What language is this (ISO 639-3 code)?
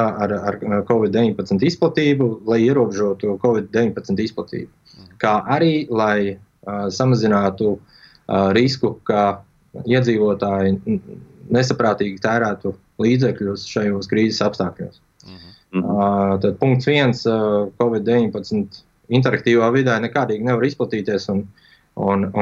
lav